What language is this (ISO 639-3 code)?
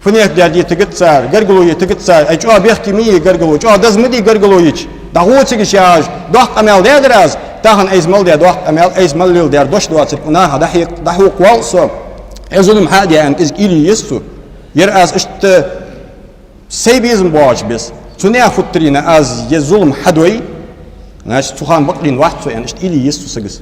inh